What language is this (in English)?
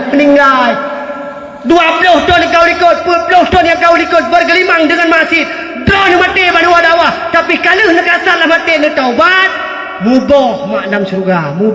Achinese